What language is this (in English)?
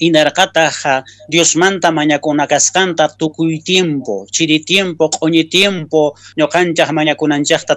Quechua